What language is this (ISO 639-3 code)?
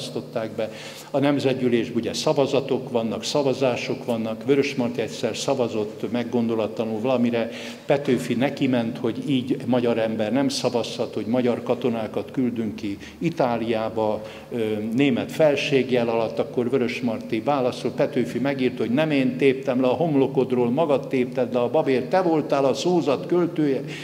hun